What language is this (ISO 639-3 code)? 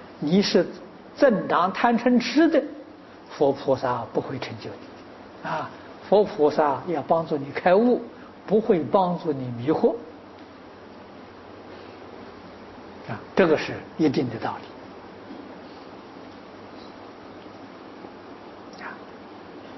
zho